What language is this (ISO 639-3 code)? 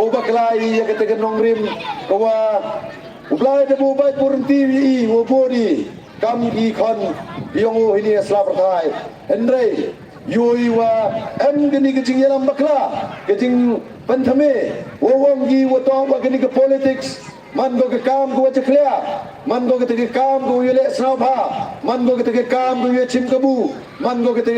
pbv